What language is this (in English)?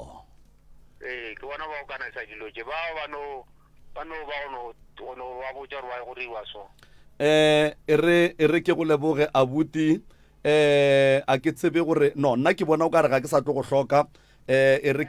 Northern Sotho